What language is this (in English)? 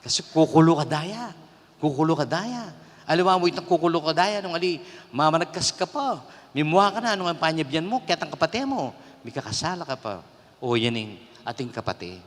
Pampanga